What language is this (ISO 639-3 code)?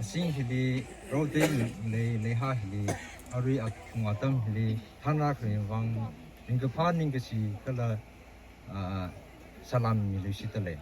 nmf